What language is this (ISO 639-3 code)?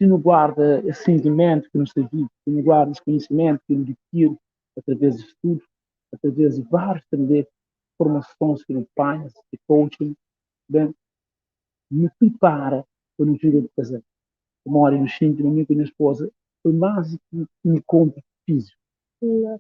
kea